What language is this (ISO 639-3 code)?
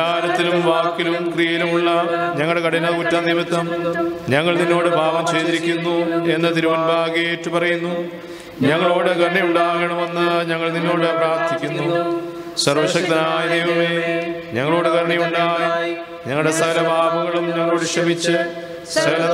mal